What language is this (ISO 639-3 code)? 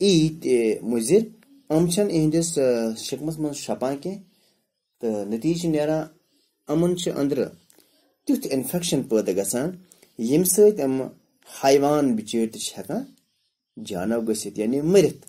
kas